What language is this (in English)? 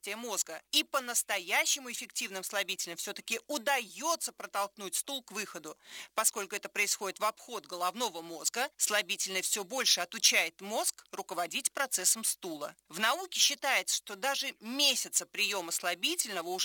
Russian